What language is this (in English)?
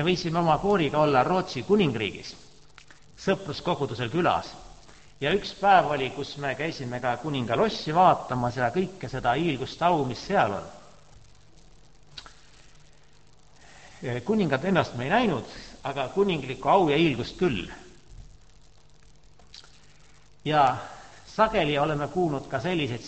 Estonian